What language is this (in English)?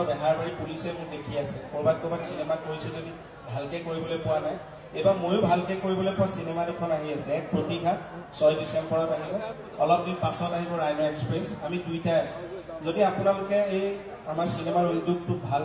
Assamese